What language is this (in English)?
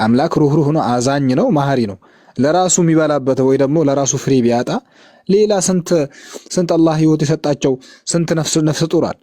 Amharic